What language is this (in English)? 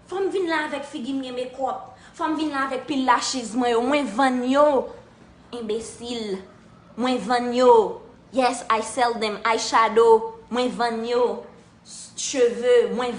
Haitian Creole